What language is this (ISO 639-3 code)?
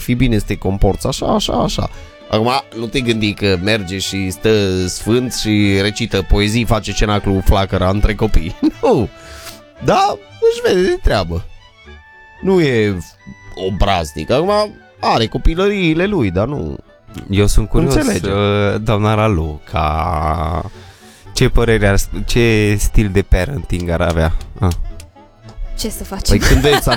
ron